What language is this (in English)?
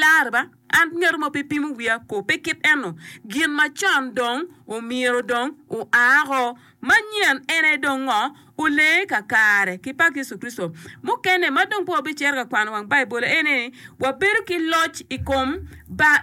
Acoli